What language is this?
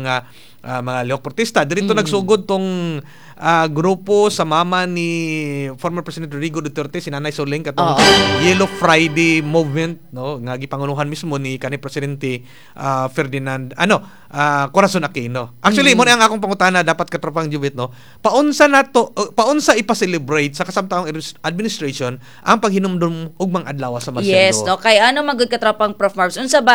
Cebuano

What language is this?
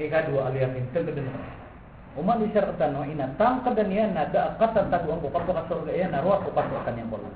Maranao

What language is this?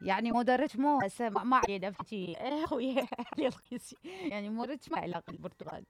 Mesopotamian Arabic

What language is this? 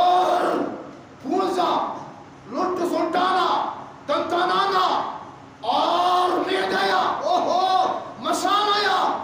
Eastern Balochi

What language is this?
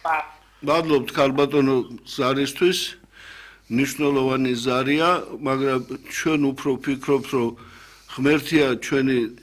Georgian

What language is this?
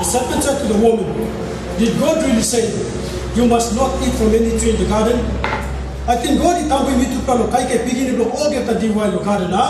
Tok Pisin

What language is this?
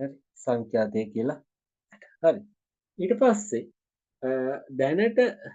Sinhala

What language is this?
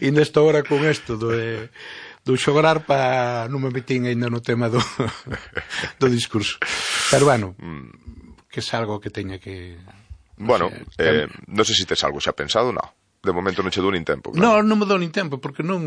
Galician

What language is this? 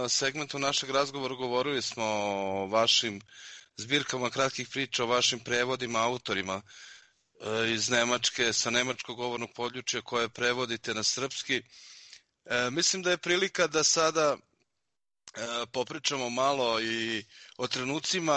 Serbian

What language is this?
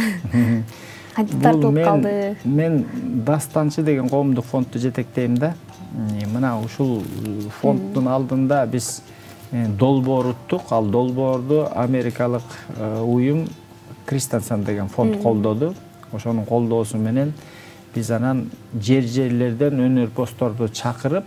Kyrgyz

